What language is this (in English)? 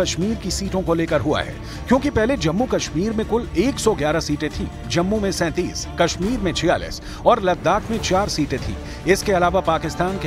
Hindi